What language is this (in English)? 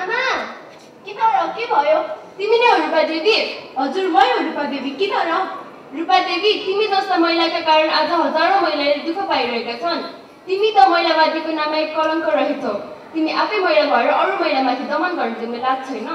Nepali